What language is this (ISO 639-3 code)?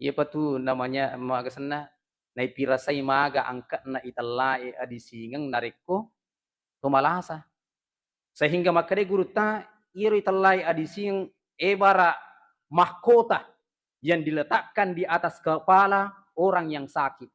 bug